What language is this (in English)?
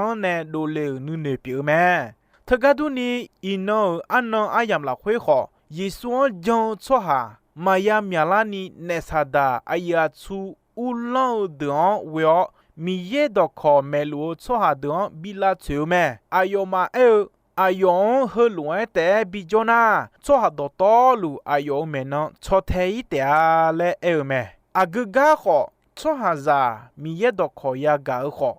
Akha